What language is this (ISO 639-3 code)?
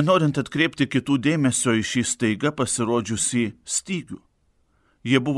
lit